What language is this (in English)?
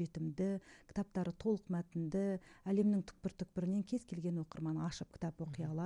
Kazakh